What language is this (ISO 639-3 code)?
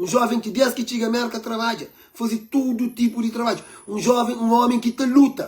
kea